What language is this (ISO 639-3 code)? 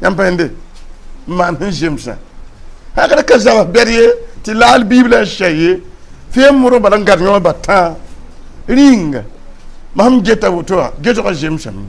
mos